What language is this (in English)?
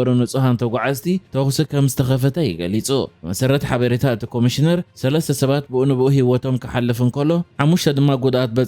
Tigrinya